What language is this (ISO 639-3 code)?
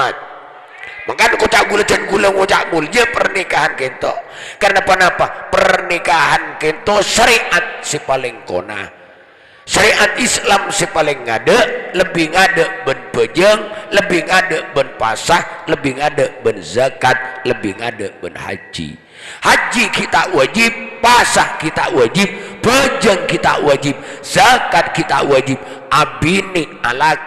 mad